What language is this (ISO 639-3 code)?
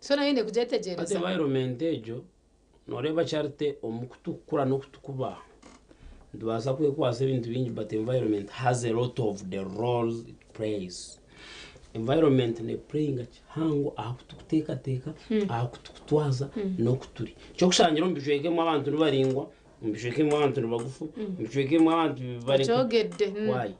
nyn